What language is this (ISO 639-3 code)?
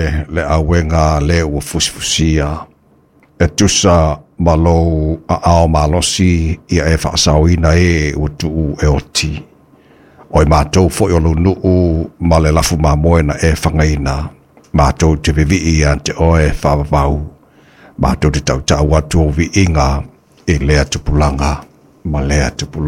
smo